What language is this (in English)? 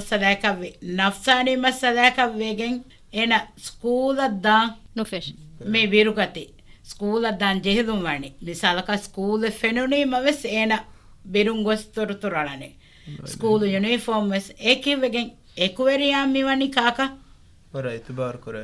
Divehi